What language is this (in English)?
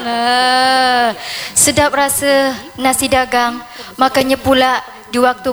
Malay